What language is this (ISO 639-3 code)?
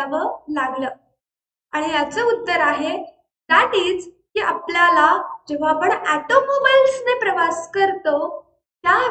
mar